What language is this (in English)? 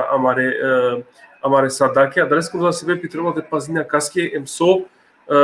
Balkan Romani